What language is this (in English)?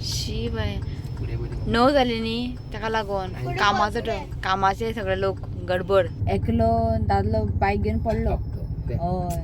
Konkani